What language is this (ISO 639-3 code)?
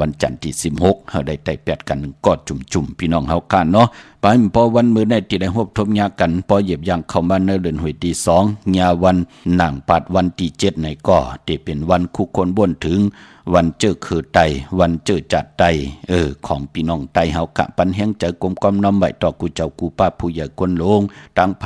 shn